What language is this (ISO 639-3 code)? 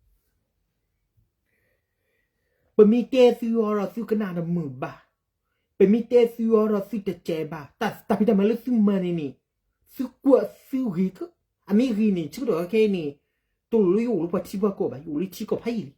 ksw